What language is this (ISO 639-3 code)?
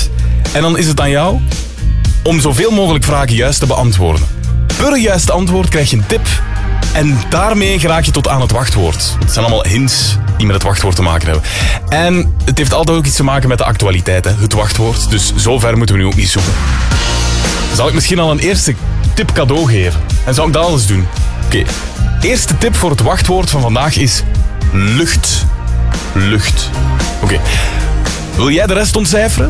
nld